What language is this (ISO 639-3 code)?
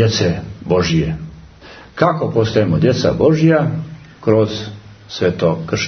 srp